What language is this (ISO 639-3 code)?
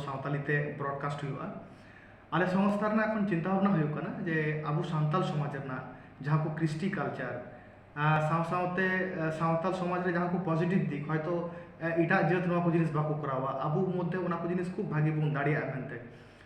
sat